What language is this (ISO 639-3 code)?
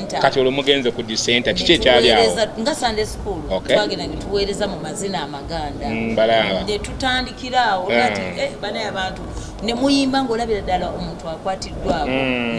lug